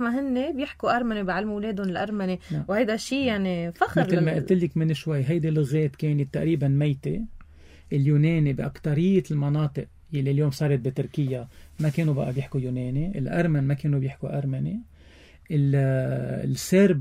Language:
North Levantine Arabic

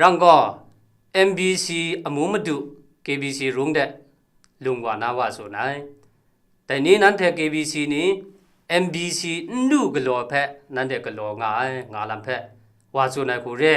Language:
Kachin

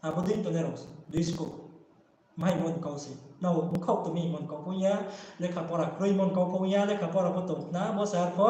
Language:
Riang (India)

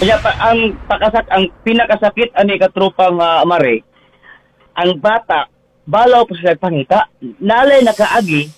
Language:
Cebuano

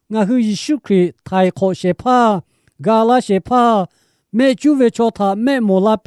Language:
Lahu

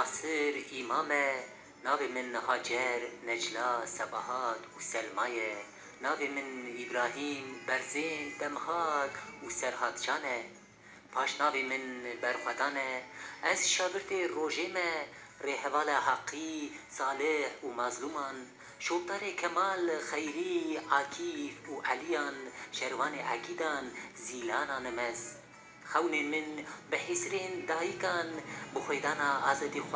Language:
Kurdish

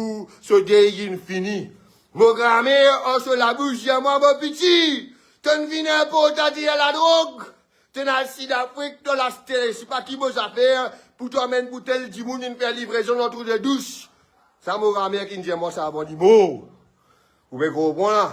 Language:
Morisyen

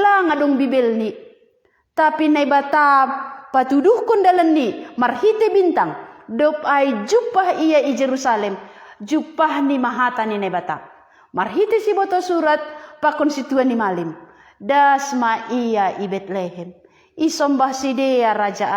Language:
Batak Simalungun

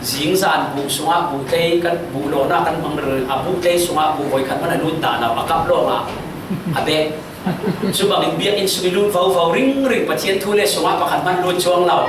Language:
Falam Chin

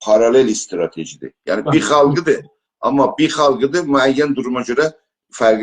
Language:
South Azerbaijani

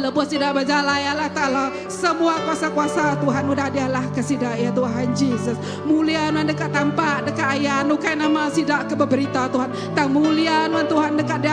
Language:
Iban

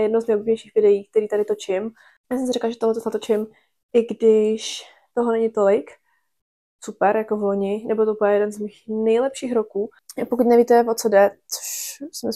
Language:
Czech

